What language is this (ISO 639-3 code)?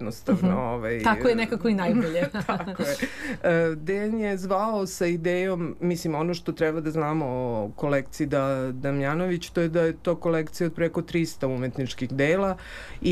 srp